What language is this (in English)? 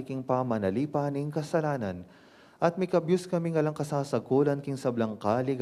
Pampanga